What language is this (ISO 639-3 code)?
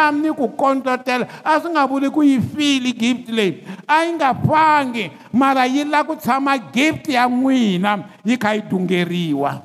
tso